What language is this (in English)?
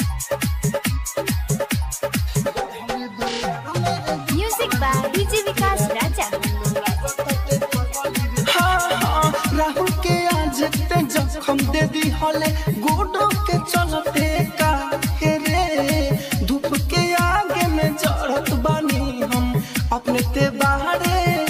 Bhojpuri